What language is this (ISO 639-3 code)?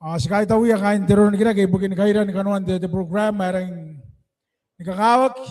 gil